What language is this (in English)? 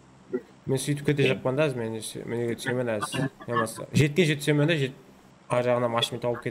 Kara-Kalpak